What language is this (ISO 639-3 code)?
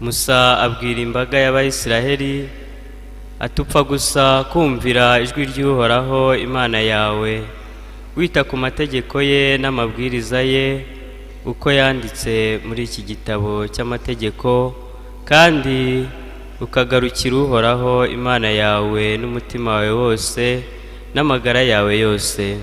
kin